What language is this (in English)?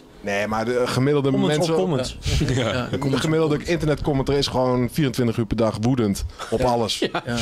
Dutch